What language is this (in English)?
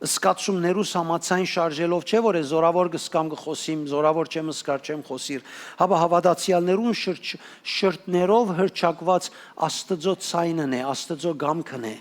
Western Armenian